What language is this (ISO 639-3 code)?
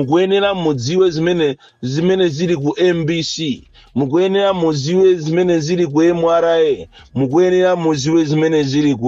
nya